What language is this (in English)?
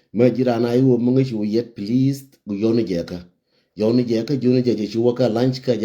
Nuer